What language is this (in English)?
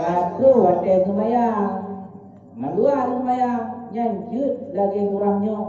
Achinese